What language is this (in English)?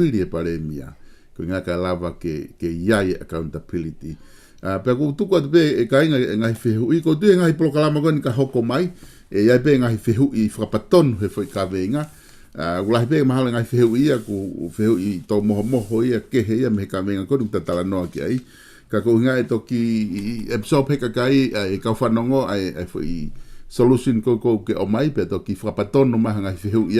Tongan